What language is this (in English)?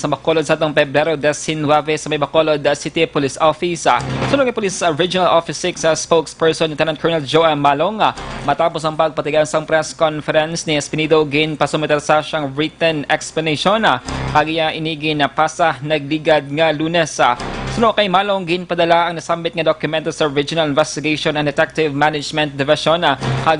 Hiligaynon